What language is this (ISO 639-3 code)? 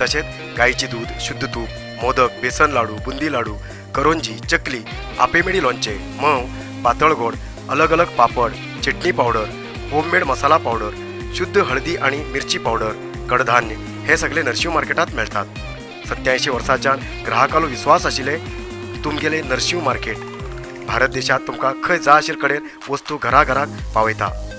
kok